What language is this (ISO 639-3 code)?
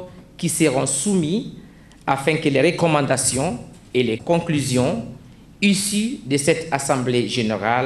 fra